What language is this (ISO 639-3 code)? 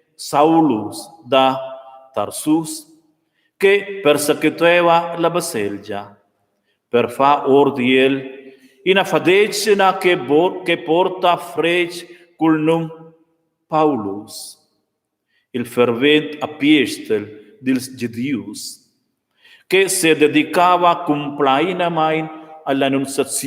roh